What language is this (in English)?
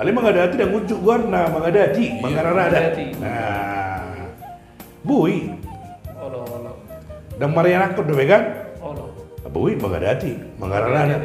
Batak Toba